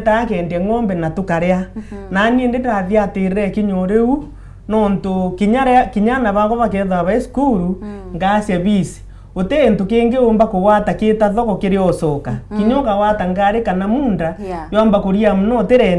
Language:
Meru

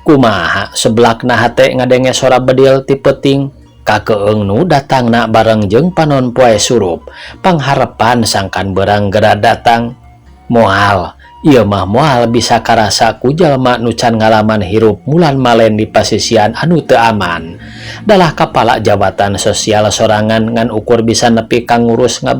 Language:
Sundanese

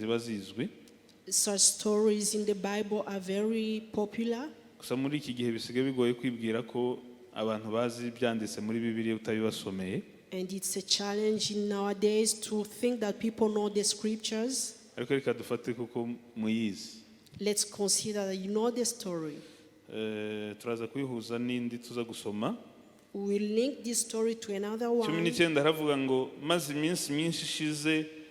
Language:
Kinyarwanda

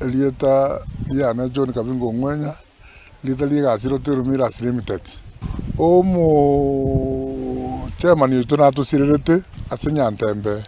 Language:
Gusii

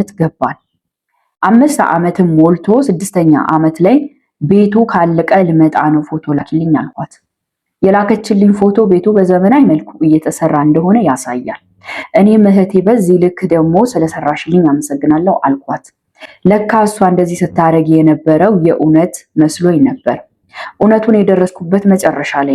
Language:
Amharic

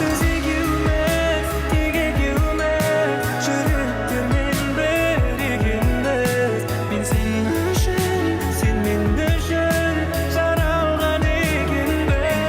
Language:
Kara-Kalpak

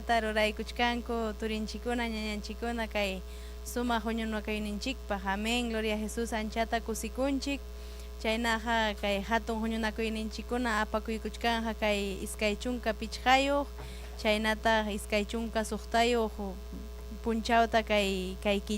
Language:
Ayacucho Quechua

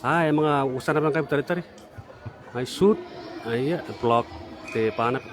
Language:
Gilbertese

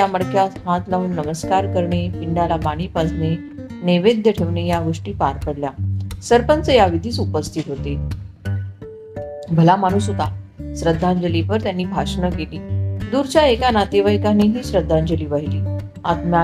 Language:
Marathi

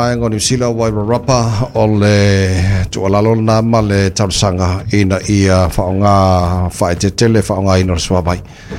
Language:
Samoan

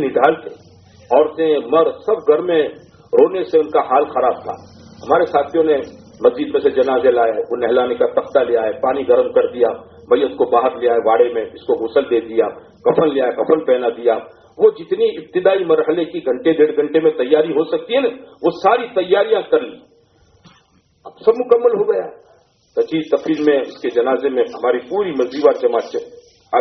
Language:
Urdu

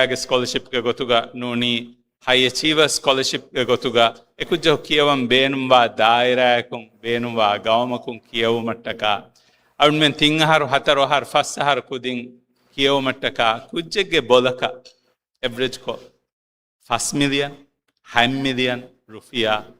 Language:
Divehi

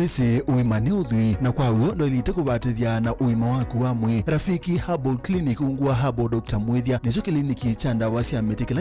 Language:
Kamba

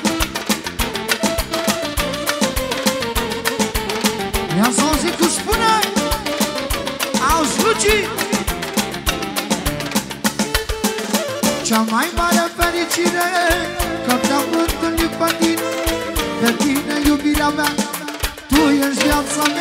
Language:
Romanian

